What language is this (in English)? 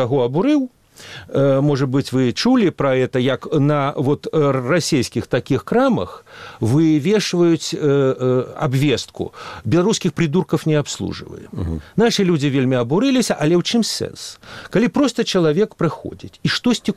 Belarusian